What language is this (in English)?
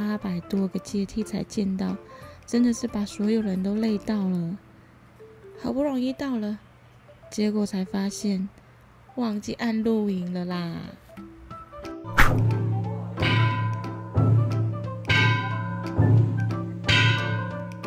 Chinese